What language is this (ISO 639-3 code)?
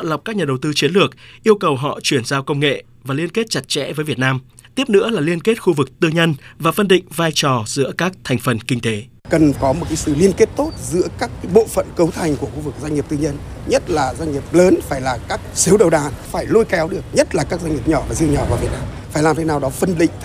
vie